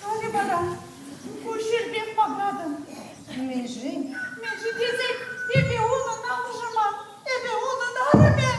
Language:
Chuvash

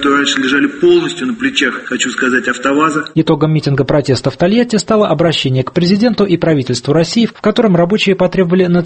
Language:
Russian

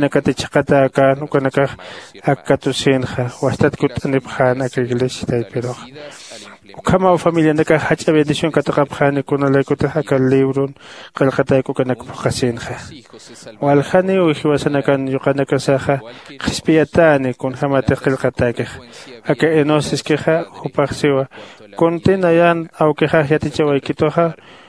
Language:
Aymara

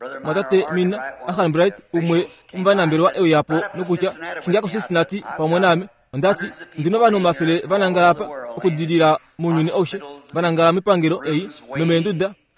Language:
Kuanyama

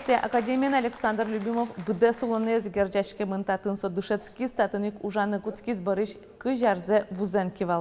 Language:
Udmurt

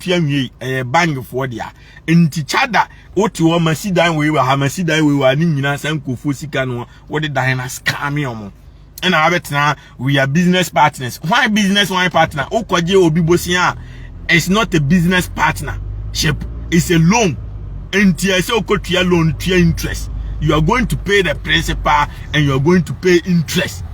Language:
Akan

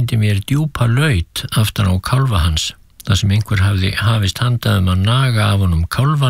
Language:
Icelandic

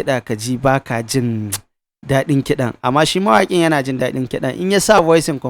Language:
Hausa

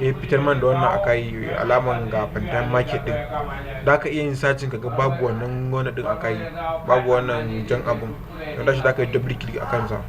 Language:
Hausa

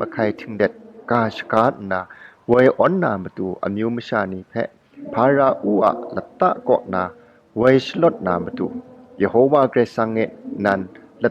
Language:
Kachin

